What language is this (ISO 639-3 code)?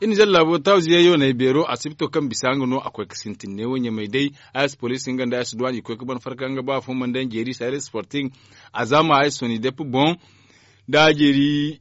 dje